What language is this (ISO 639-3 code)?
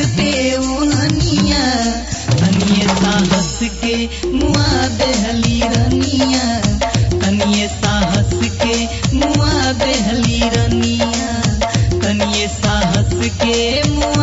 bho